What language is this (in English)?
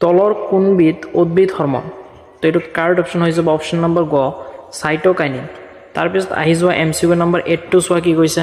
Assamese